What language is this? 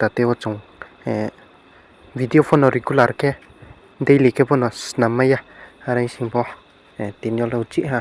Riang (India)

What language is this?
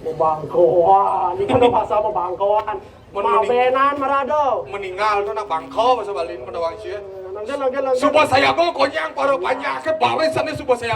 Balinese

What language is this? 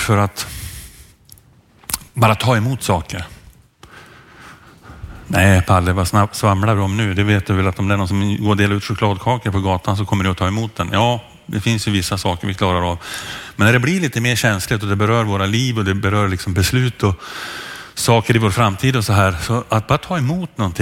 Swedish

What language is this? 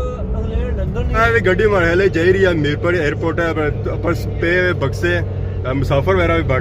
Pahari-Potwari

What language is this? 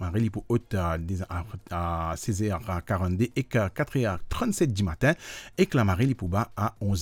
Morisyen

